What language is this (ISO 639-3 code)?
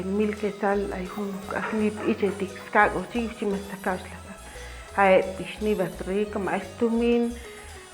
cac